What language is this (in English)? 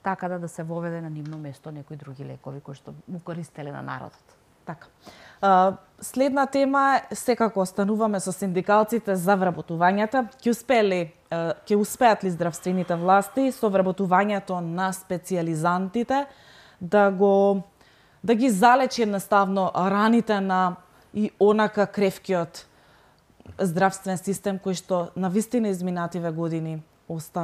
Macedonian